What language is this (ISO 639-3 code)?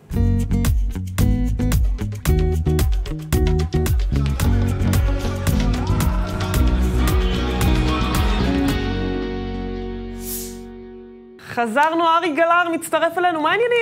heb